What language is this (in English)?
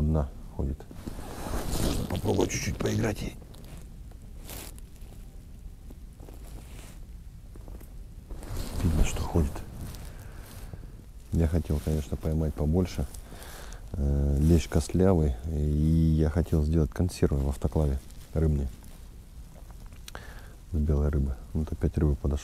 Russian